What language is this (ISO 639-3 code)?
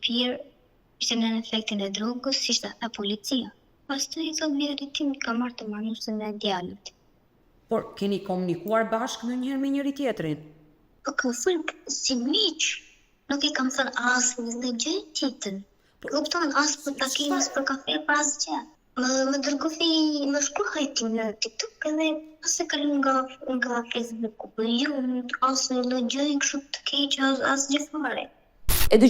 sqi